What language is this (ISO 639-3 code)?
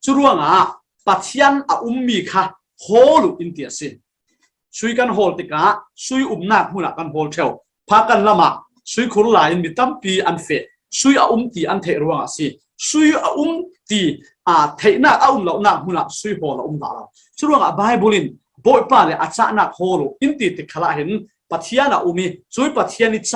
cfm